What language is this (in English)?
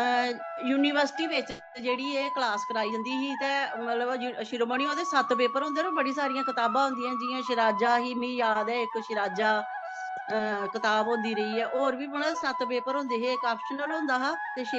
Dogri